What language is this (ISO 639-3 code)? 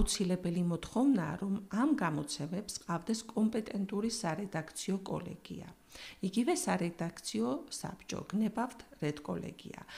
kat